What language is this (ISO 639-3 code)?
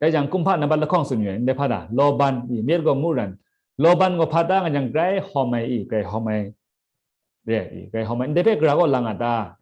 kac